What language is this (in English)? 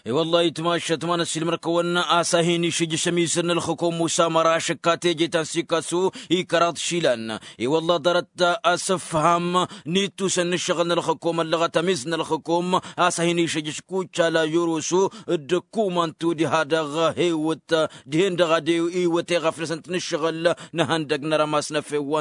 Tamasheq